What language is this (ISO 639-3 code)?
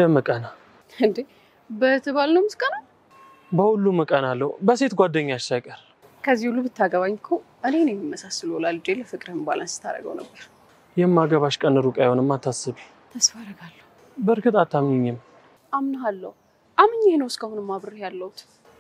amh